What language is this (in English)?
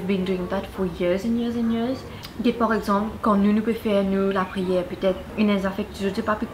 Morisyen